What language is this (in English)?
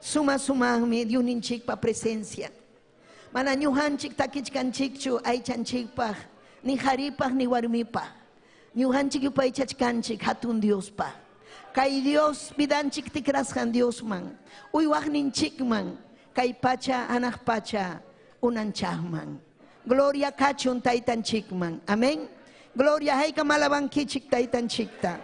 Ayacucho Quechua